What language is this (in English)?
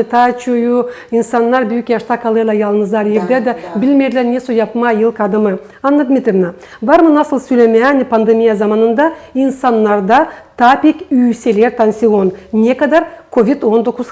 Gagauz